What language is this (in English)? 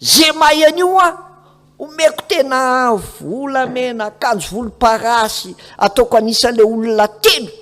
Malagasy